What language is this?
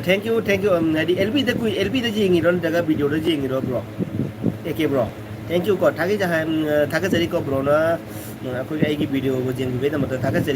Manipuri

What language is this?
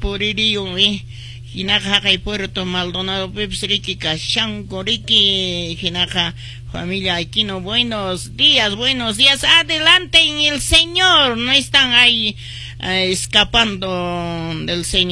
Quechua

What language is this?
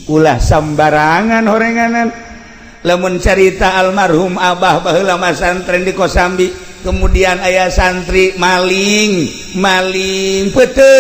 Sundanese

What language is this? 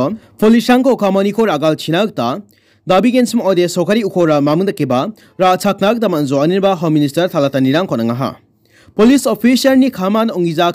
Garo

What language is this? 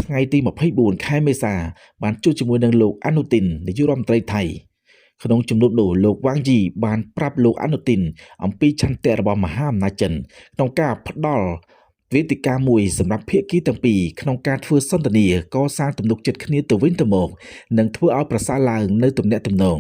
Khmer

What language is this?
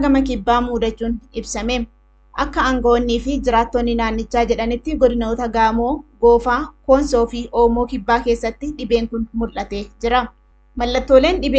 Oromo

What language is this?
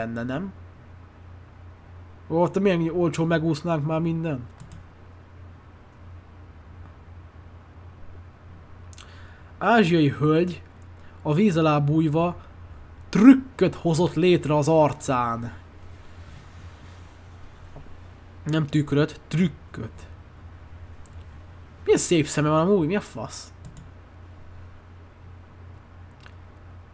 Hungarian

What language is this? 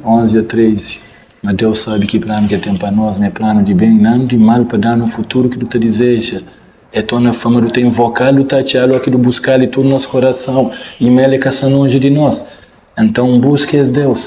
Kabuverdianu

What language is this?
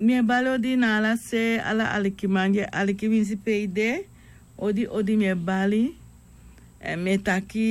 Sranan Tongo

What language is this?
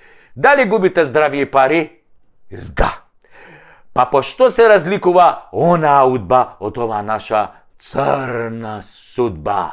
Macedonian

